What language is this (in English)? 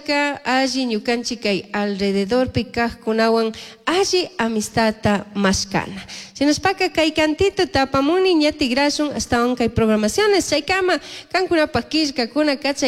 Chimborazo Highland Quichua